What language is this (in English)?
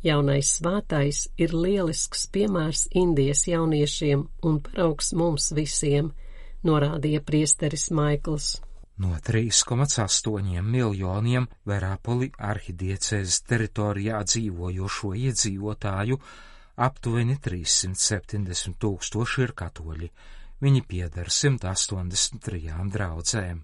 Latvian